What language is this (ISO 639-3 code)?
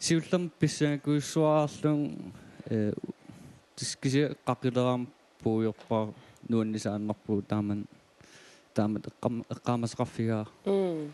kal